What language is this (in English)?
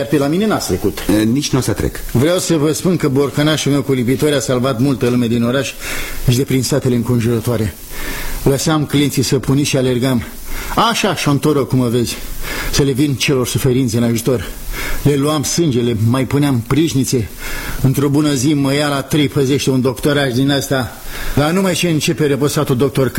Romanian